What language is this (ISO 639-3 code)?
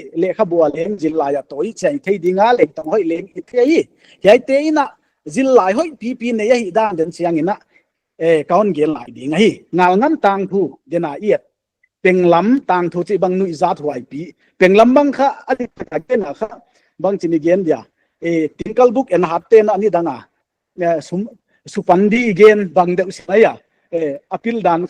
pck